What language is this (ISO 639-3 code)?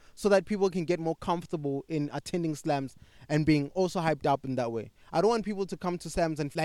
eng